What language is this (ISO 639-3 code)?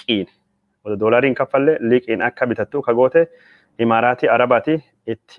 orm